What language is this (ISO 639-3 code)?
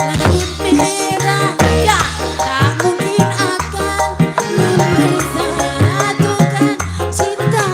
bew